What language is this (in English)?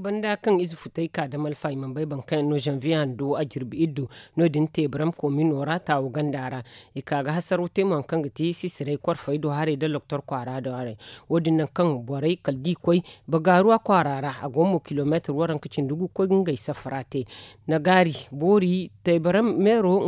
Zarma